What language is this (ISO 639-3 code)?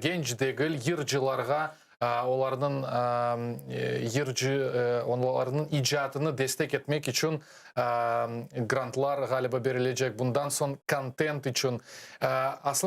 crh